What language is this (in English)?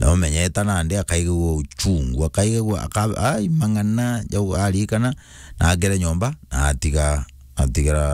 Meru